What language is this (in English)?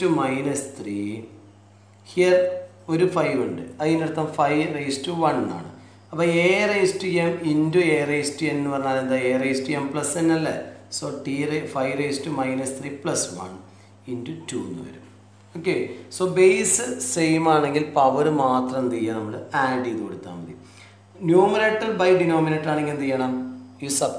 Malayalam